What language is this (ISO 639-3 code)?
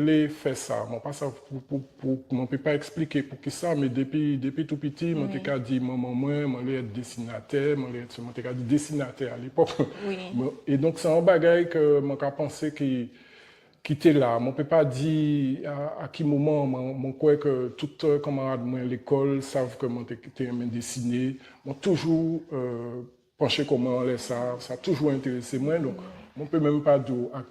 gcf